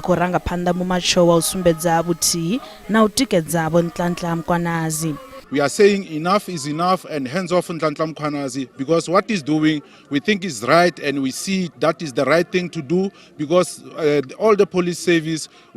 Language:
Venda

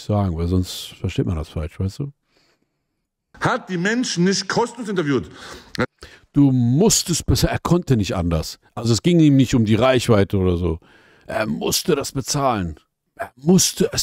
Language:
German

